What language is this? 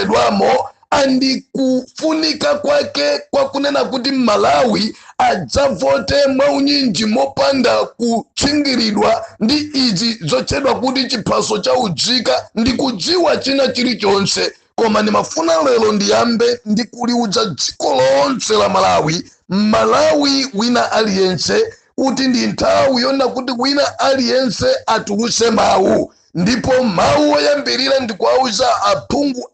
Nyanja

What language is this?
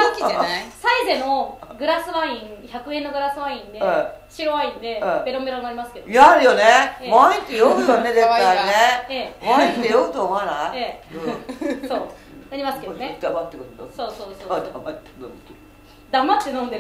Japanese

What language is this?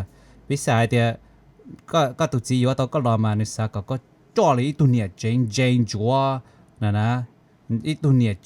Hmong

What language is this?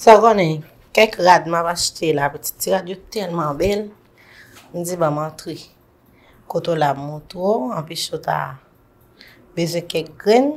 Haitian Creole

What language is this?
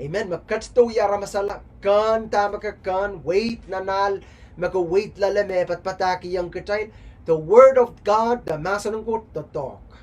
Pohnpeian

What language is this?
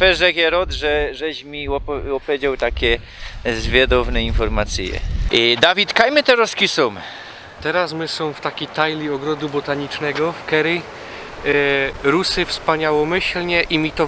Silesian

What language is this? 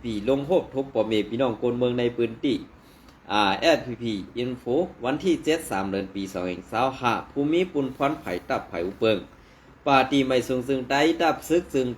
Shan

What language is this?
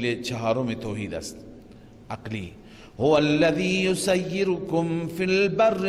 Persian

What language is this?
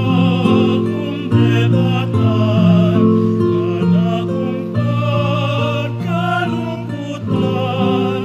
Pampanga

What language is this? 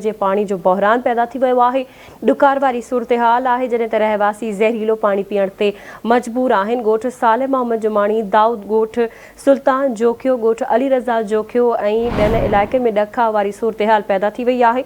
Sindhi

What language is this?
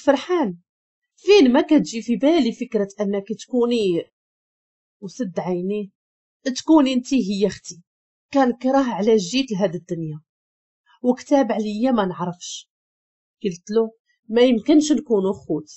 Moroccan Arabic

